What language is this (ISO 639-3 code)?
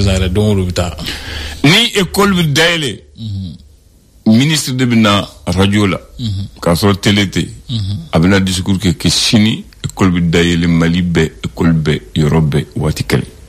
bam